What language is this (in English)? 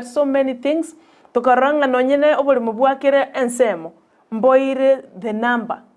Gusii